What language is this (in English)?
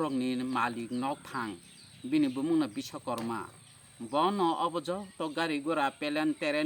Kok Borok